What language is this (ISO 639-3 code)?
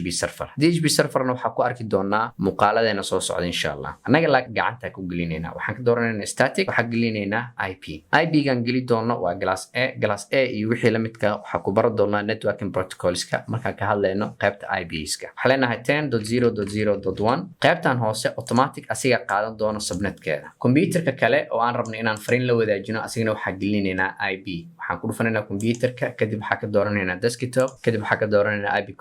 som